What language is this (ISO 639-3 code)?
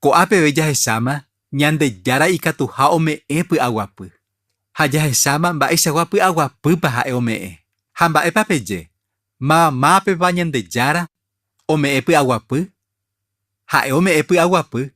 grn